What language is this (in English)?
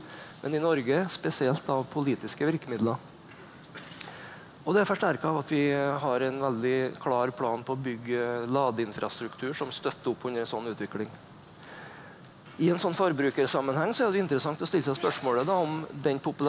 Norwegian